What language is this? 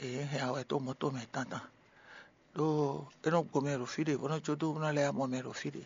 Fon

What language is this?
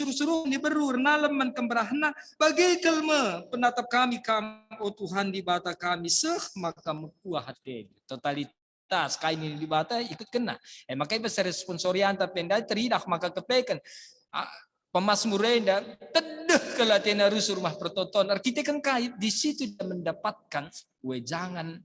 Batak Karo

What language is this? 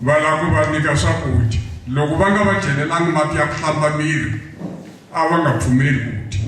Tsonga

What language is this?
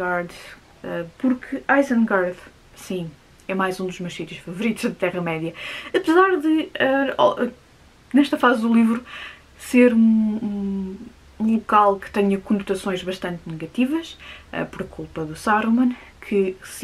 Portuguese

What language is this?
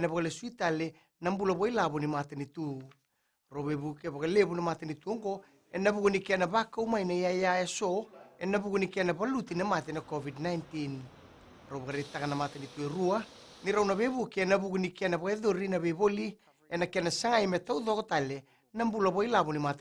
Fijian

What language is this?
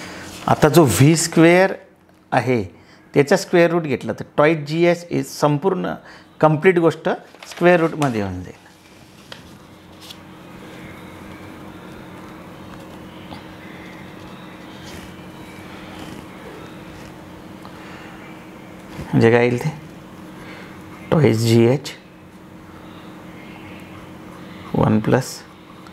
Marathi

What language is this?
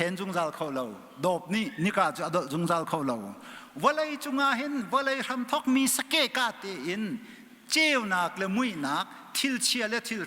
Hakha Chin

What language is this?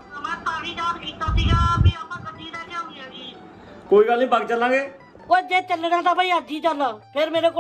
Punjabi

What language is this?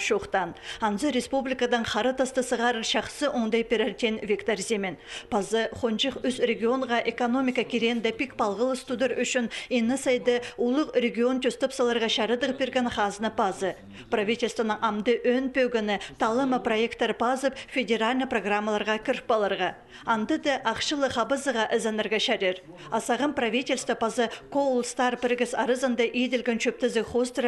Khakas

